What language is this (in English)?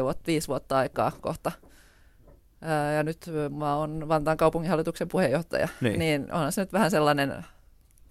Finnish